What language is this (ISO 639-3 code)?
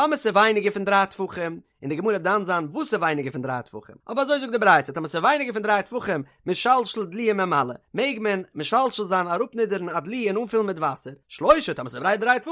yid